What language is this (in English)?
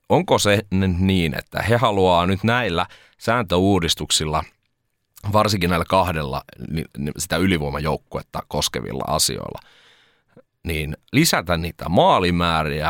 Finnish